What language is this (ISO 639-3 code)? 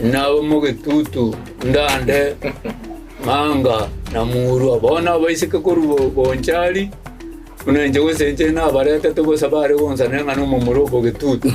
guz